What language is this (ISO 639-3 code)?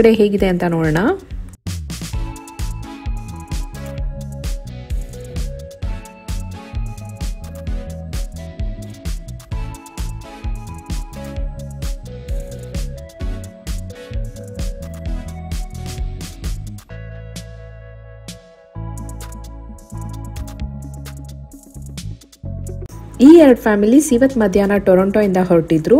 kan